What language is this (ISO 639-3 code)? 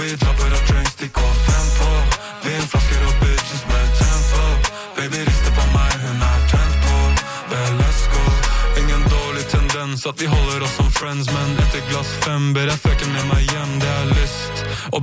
nor